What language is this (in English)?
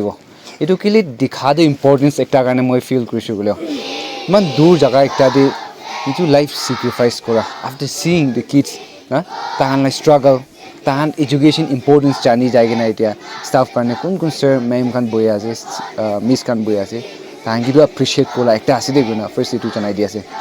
Naga Pidgin